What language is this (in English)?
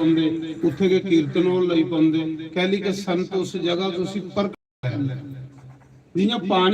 Dogri